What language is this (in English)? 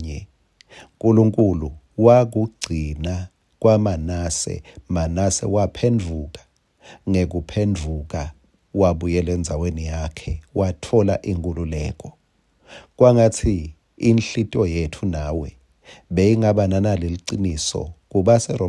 Swati